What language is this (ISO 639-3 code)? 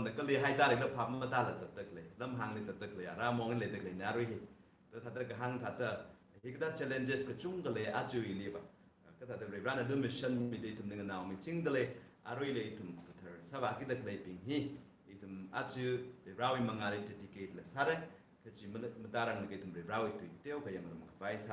nmf